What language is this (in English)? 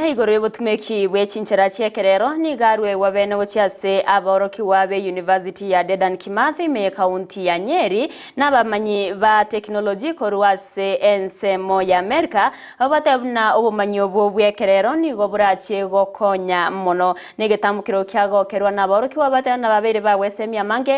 Gusii